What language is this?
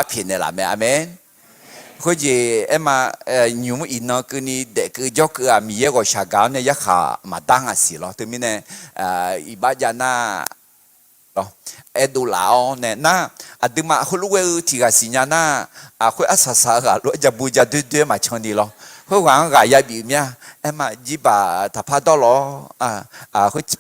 Akha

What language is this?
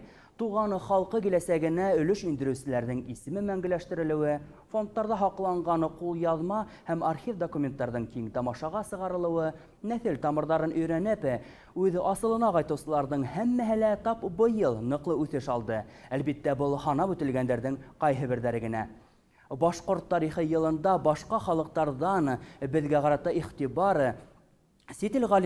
Bashkir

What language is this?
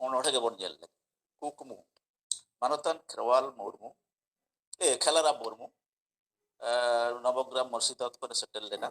Santali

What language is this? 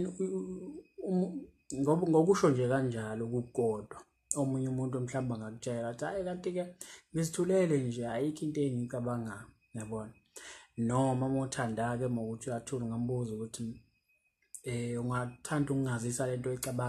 Zulu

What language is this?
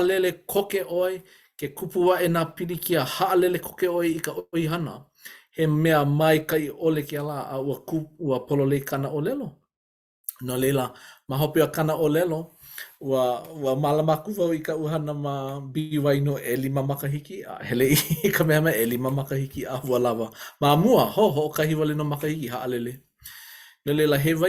Hawaiian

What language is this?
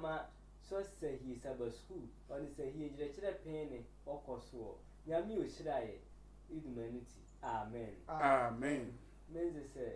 Sehwi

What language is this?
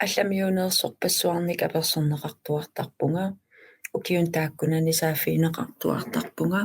Kalaallisut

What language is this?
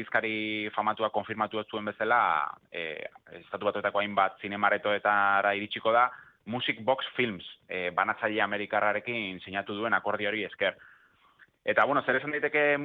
Basque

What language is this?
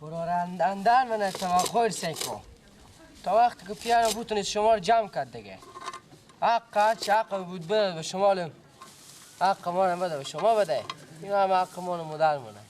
Persian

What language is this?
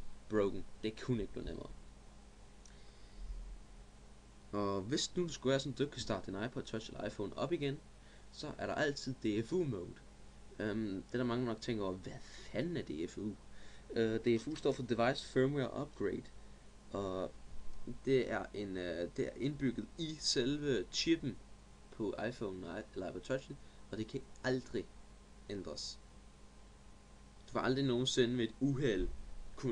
Danish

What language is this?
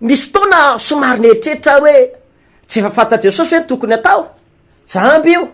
Malagasy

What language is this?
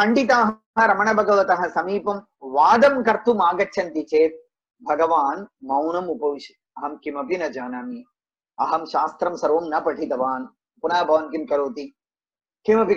Sanskrit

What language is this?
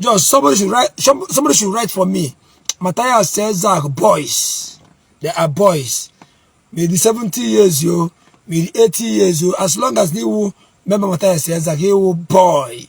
Igbo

